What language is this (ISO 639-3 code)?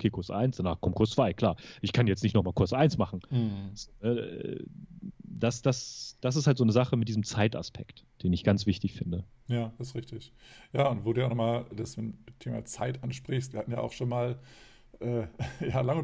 deu